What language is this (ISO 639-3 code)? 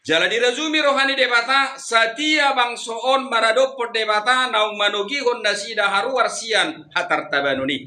bbc